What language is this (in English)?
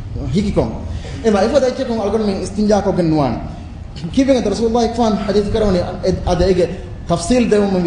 Divehi